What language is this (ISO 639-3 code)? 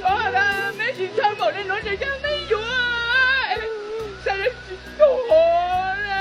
hmn